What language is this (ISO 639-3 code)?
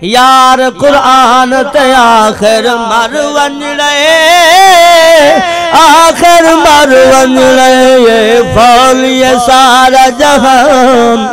skr